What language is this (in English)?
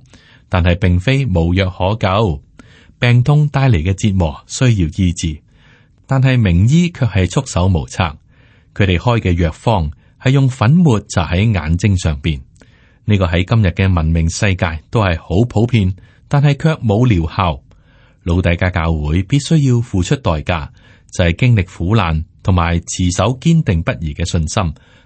Cantonese